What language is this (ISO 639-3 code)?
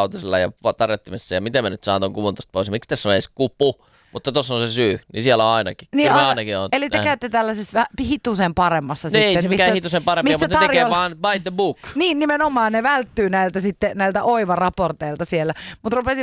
fin